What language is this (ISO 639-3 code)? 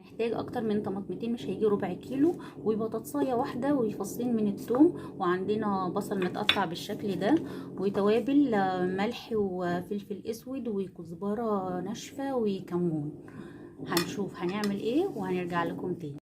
arz